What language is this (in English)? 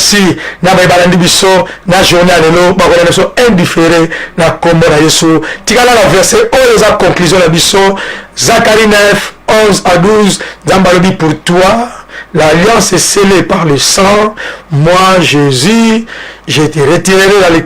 Lingala